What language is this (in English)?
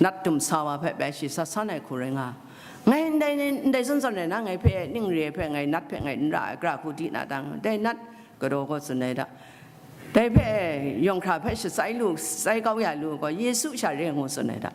Kachin